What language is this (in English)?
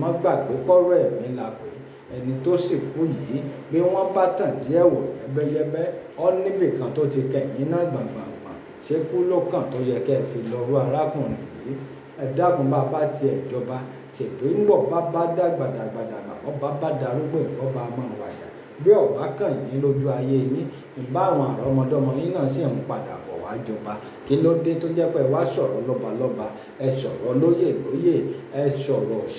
Yoruba